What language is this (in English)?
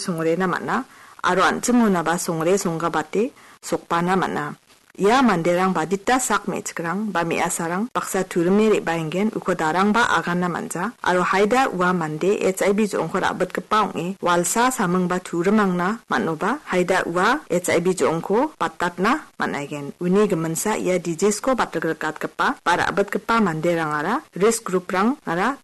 Garo